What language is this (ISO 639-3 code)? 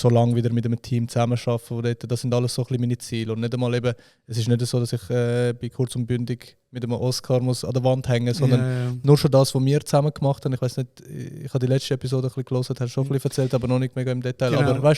gsw